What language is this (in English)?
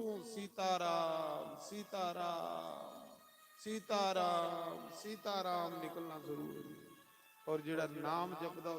Dogri